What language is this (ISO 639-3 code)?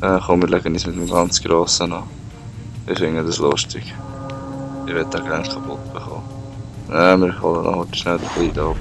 gsw